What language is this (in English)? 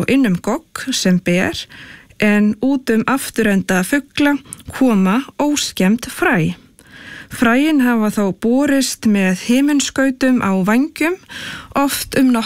Icelandic